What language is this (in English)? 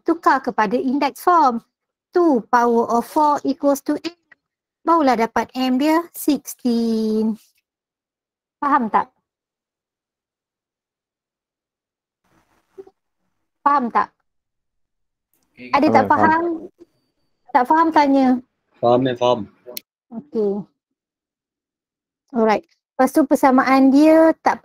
Malay